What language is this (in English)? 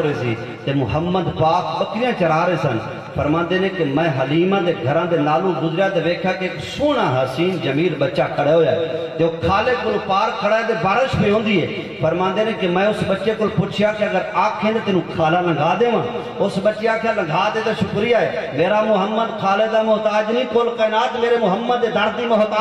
Saraiki